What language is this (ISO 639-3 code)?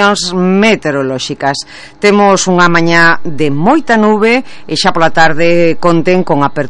glg